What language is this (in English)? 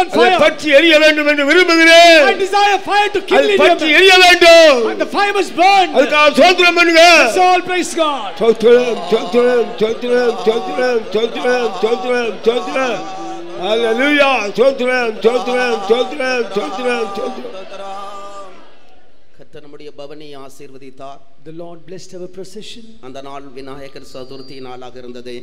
Tamil